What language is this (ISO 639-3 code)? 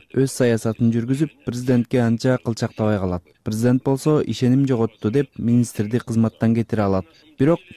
kir